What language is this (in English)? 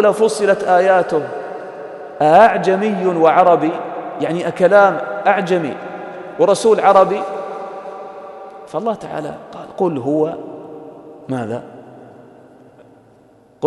Arabic